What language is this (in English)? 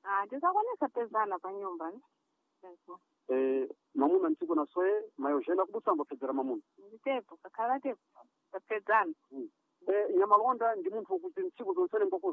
Sena